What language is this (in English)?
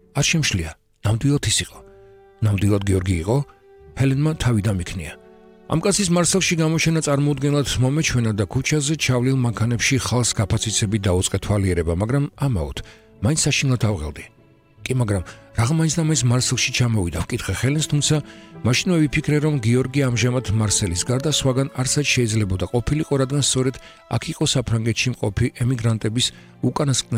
Georgian